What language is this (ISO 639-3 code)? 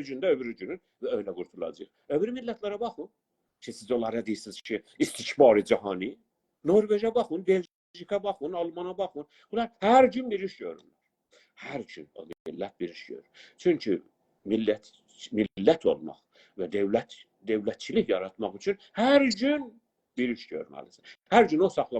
azb